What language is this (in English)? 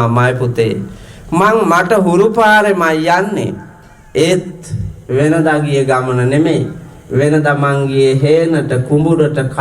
Sinhala